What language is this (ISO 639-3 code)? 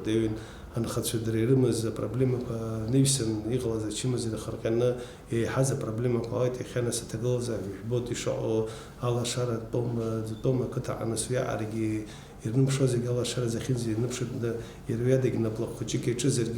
abk